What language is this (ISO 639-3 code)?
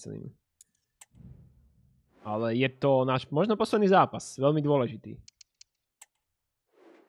slk